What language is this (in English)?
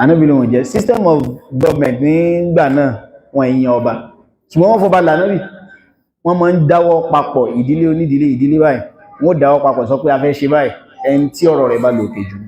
Yoruba